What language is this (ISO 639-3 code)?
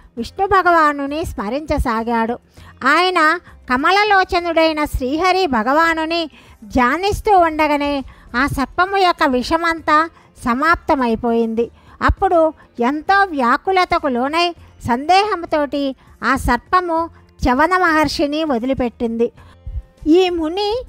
tel